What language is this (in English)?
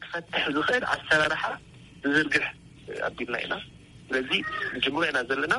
Tigrinya